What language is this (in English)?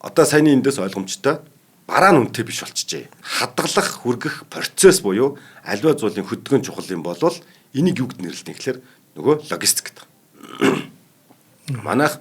Mongolian